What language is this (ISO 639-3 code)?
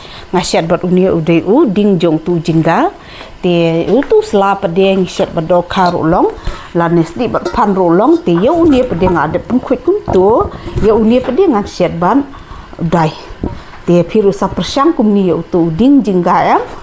kha